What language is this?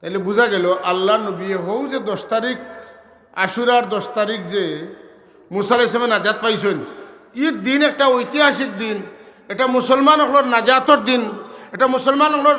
Sylheti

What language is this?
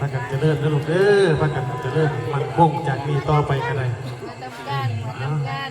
Northeastern Thai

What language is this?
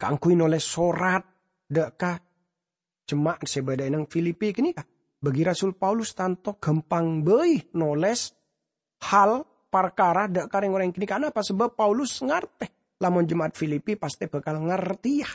Madurese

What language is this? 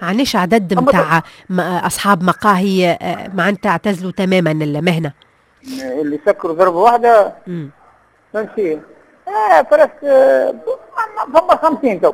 Tunisian Arabic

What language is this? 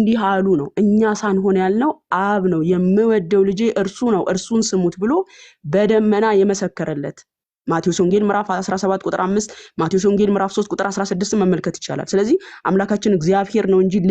Amharic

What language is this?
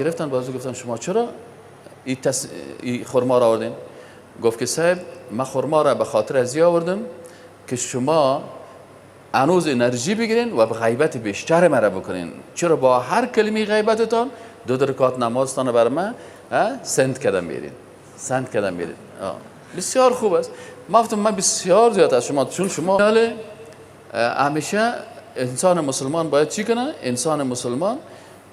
Persian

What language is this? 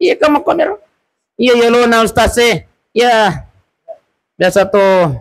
Buginese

